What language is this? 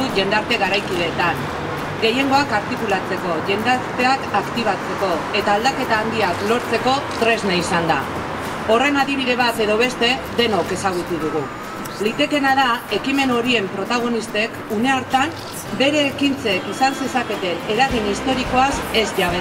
Basque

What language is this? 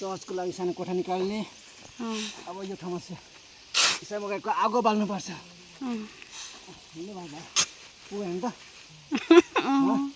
Nepali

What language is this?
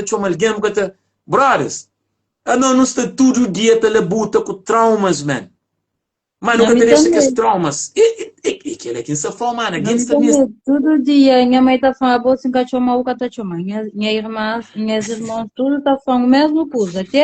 Kabuverdianu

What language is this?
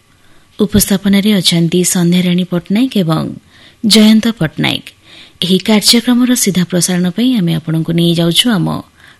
Odia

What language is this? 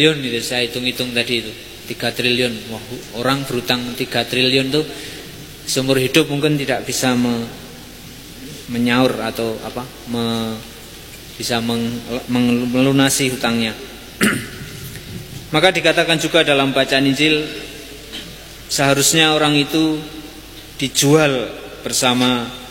Indonesian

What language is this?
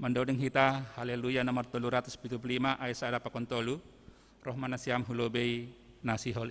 Batak Simalungun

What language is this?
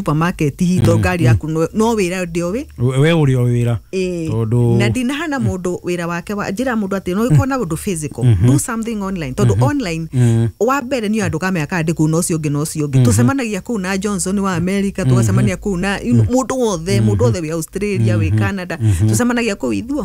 Kikuyu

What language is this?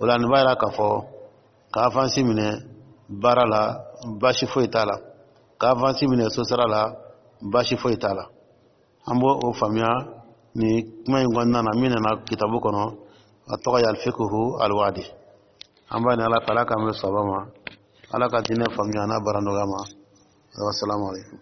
Dyula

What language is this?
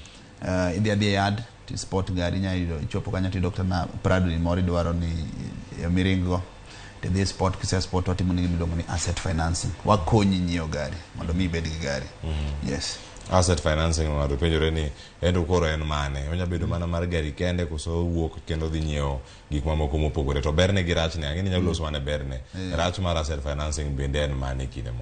Luo (Kenya and Tanzania)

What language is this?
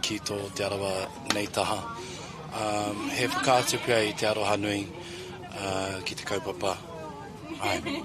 Māori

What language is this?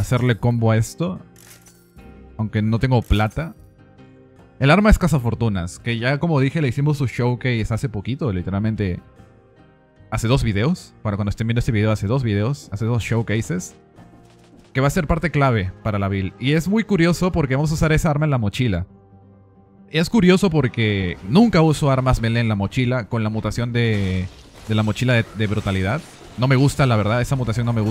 Spanish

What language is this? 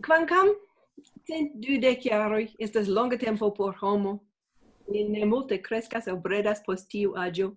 Esperanto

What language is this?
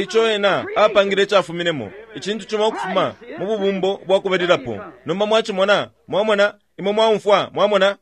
Bemba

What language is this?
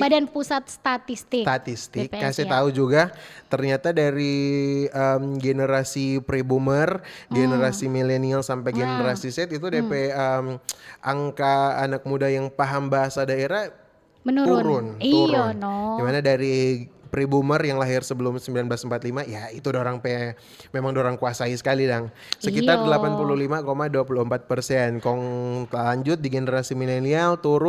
Manado Malay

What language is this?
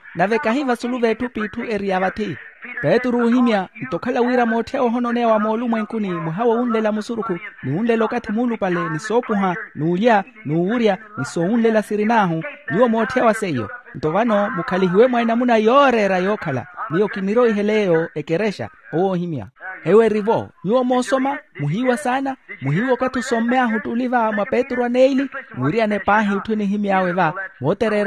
Makhuwa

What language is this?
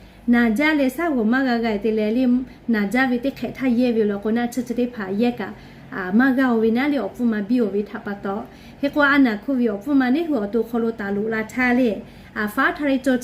Lahu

